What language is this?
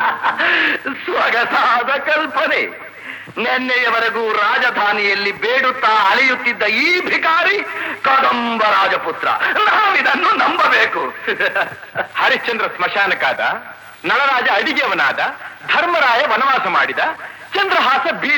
Kannada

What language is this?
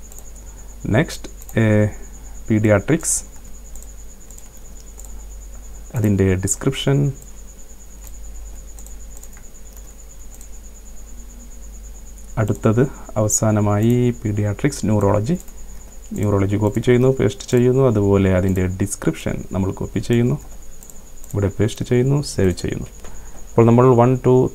Malayalam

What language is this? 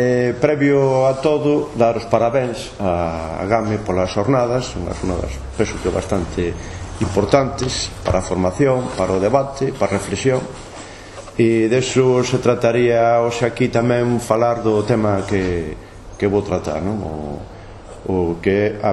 Galician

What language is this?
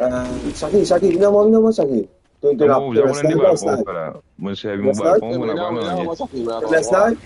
Morisyen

